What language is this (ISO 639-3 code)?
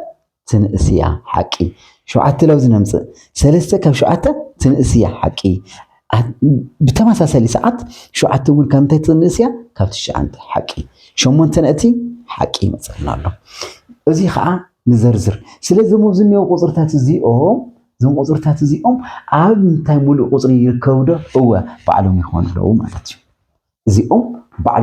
tir